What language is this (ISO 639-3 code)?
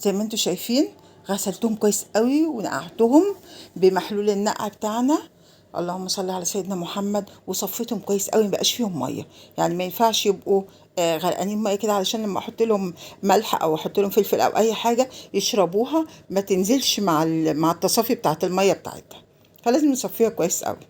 arz